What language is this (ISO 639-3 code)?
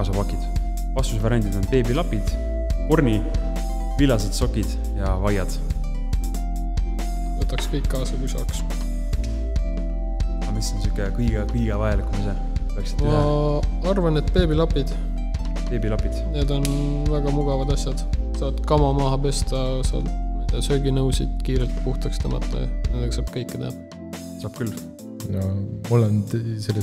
est